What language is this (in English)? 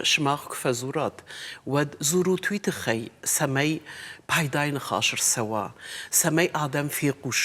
Ossetic